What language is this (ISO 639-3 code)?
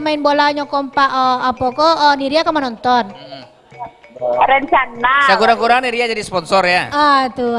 min